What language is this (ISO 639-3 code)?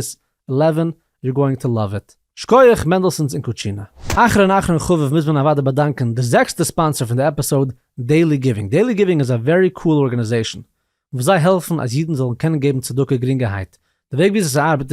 yid